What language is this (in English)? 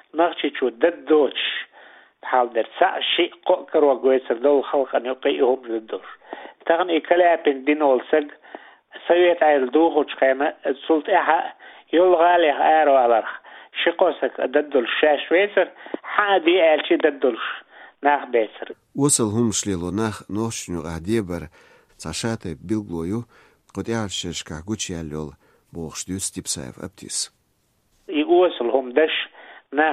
Chechen